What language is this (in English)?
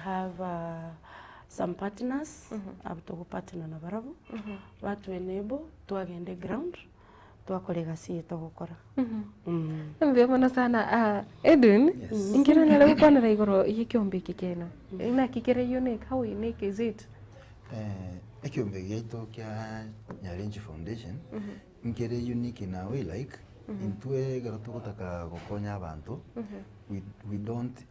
Gusii